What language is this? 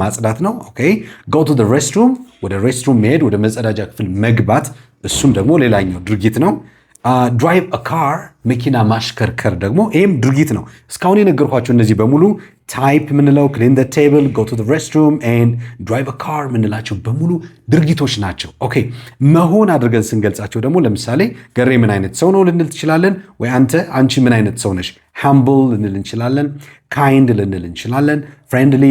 Amharic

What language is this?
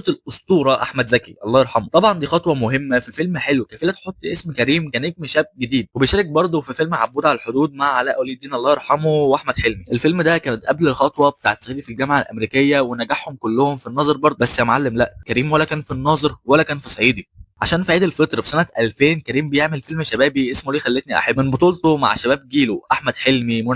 Egyptian Arabic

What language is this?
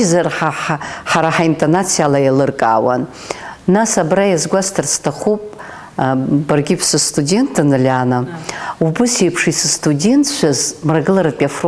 Abkhazian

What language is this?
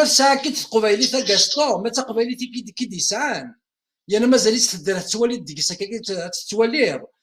Kabyle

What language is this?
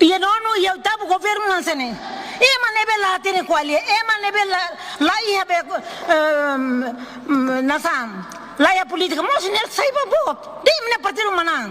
Tetum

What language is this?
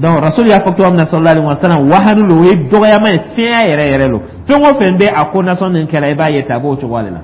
Dyula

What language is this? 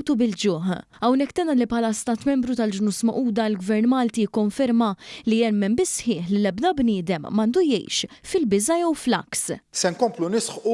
Maltese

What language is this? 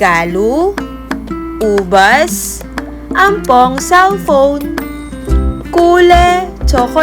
Pampanga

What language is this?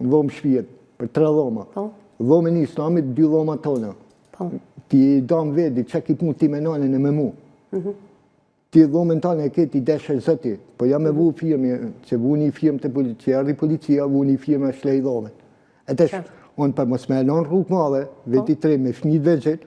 Albanian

